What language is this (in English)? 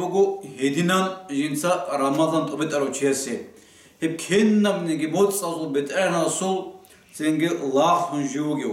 Avaric